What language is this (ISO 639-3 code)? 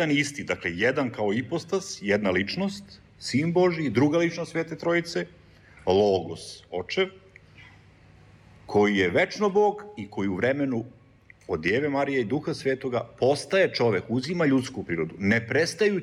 srp